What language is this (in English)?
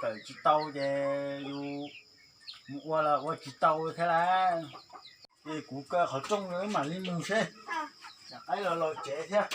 Hmong